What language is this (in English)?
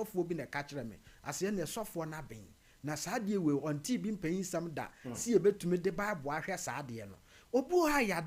Akan